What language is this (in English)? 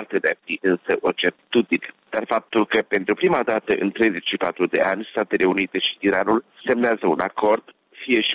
Romanian